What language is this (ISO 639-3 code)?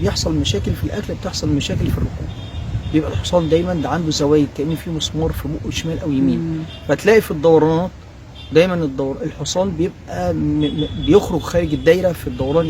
arz